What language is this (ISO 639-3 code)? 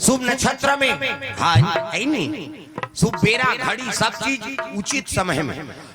hne